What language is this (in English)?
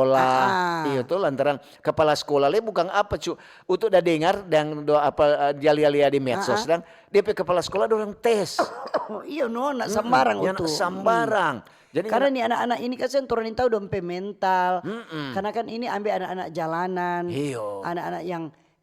Manado Malay